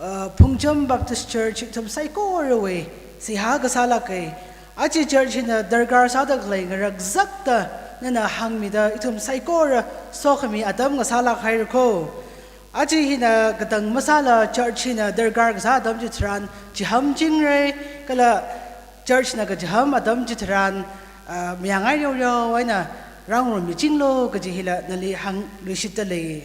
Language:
Tangkhul Naga (India)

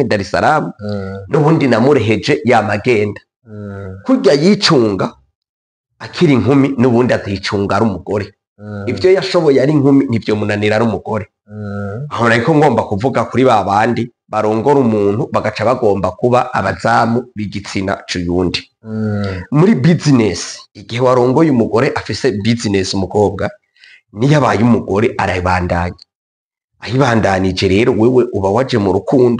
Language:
Rundi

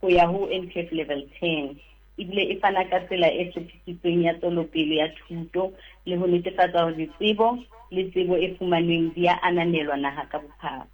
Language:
Southern Sotho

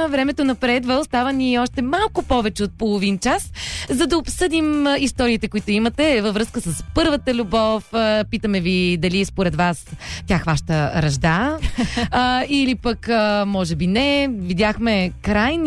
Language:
Bulgarian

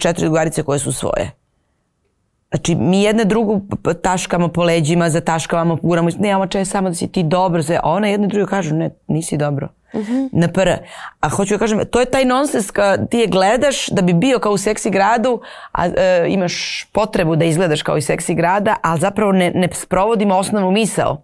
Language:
Serbian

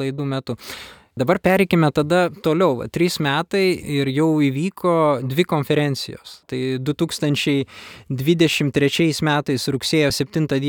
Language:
Lithuanian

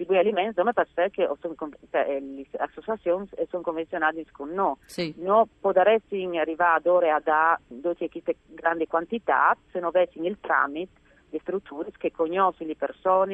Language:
Friulian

